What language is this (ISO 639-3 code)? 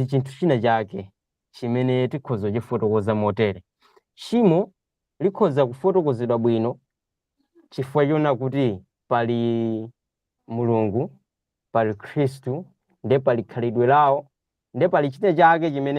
nya